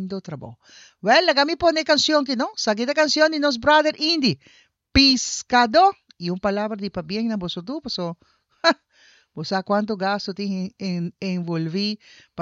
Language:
Papiamento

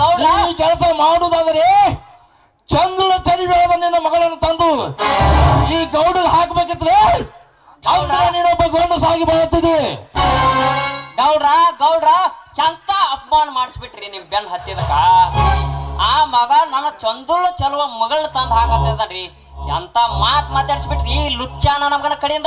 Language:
Kannada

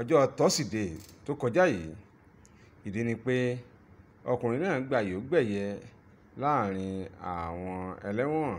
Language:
Yoruba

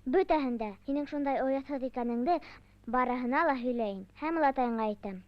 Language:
Bashkir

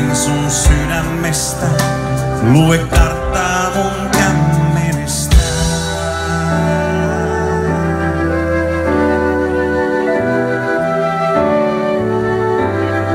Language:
Finnish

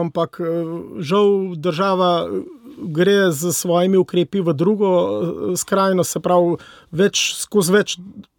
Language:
Slovenian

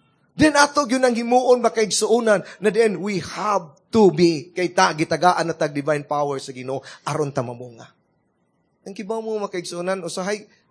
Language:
Cebuano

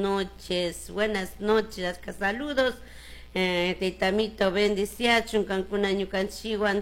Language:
Chimborazo Highland Quichua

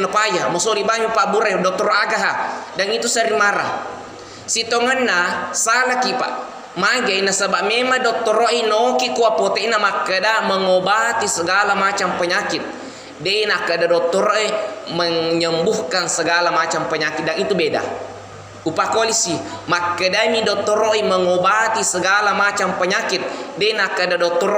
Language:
Buginese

